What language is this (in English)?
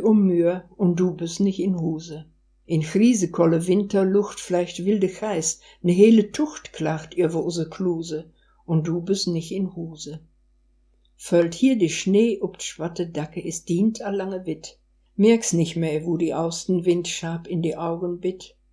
Westphalien